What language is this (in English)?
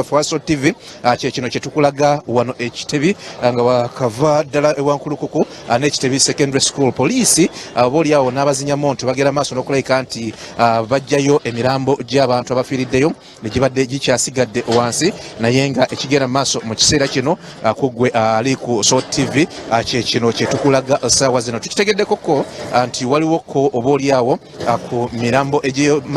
Ganda